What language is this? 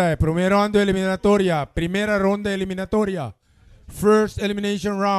Papiamento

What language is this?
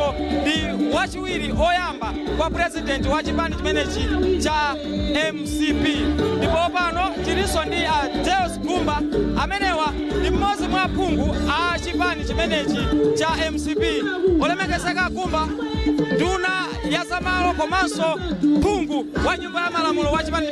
Nyanja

